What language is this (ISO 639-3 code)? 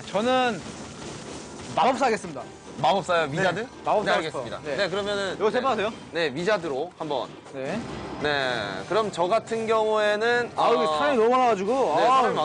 kor